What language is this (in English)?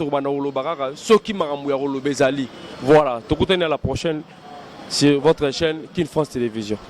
Lingala